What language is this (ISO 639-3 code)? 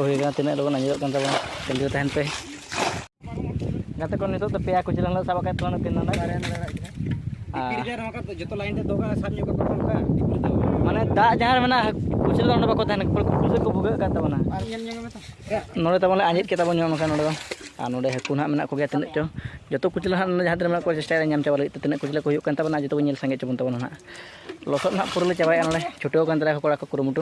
sat